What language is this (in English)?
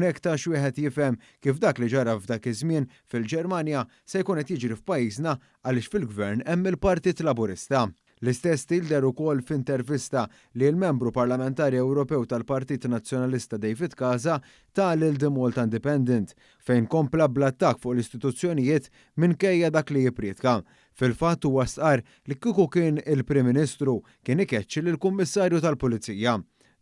Maltese